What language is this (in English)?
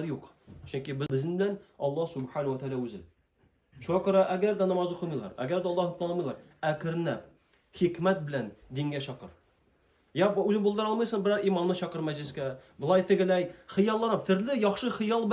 Tatar